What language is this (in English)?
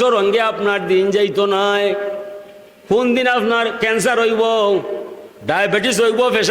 Sylheti